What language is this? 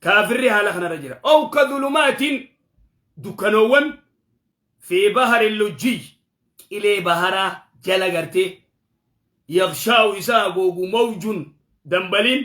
Oromo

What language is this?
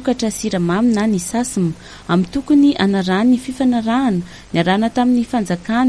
Malagasy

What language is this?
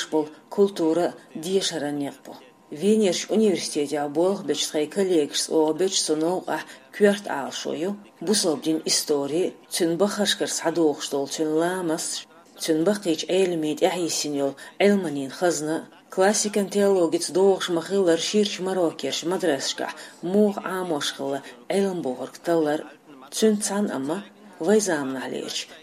Chechen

